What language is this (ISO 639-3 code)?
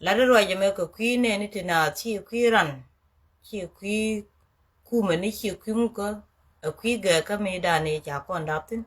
nus